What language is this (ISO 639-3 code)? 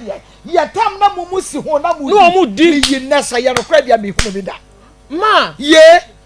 aka